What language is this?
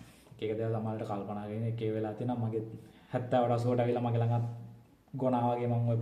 Sinhala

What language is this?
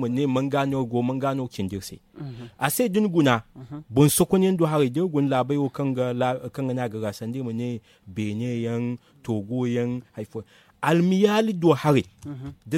Zarma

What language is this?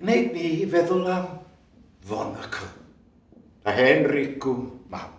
Welsh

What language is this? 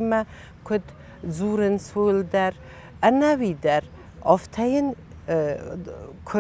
Ossetic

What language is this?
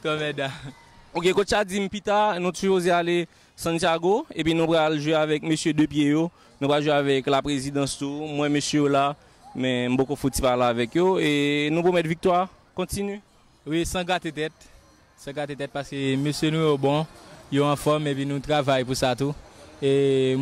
Haitian Creole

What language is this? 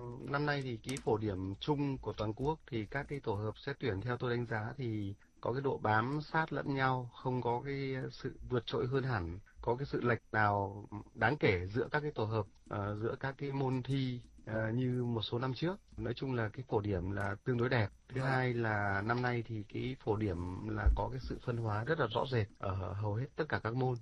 Vietnamese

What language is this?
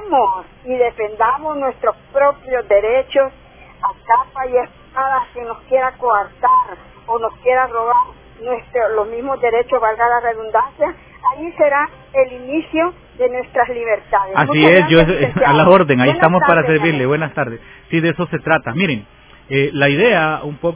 Spanish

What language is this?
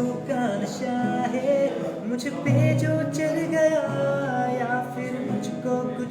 Dimasa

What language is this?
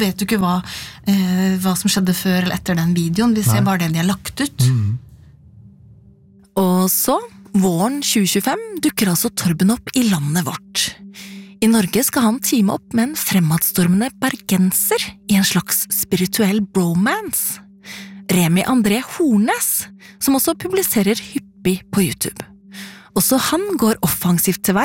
Norwegian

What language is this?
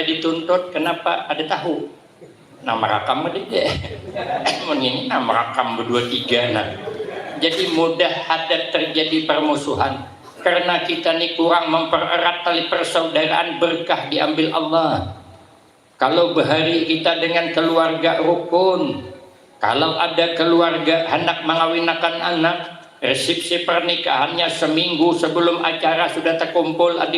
Banjar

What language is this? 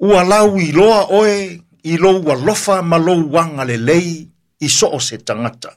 Samoan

